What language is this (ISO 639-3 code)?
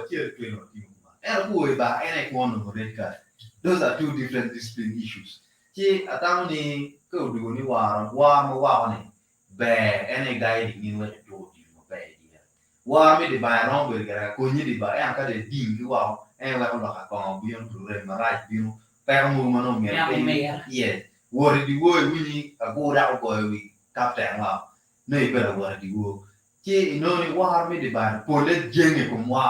ach